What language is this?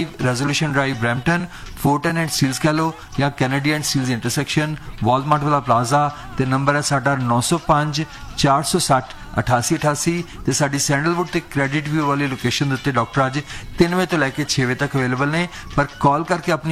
Punjabi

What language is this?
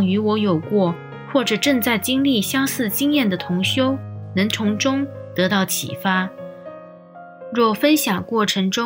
Chinese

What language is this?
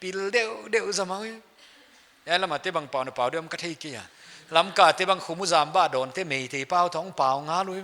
Paite Chin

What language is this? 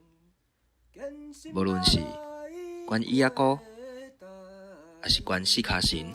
Min Nan Chinese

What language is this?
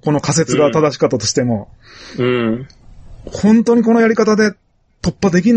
Japanese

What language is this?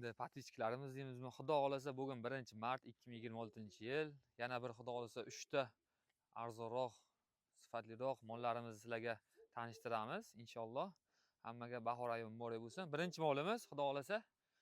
Uzbek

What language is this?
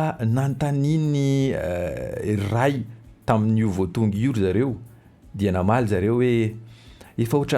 Malagasy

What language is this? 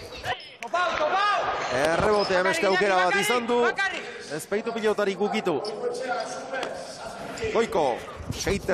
Basque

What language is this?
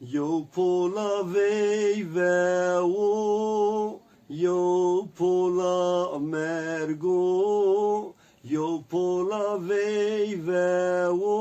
Zaza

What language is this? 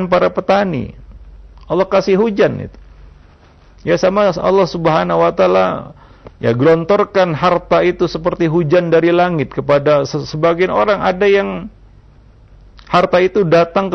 Indonesian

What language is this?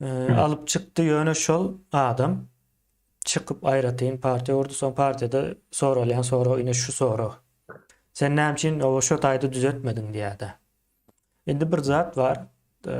Turkmen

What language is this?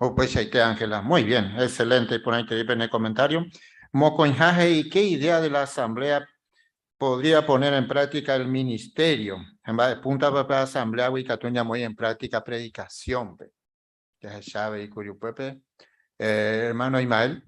Guarani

